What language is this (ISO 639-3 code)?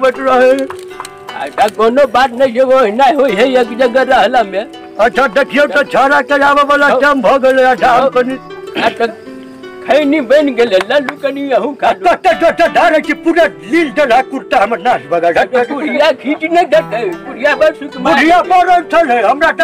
mai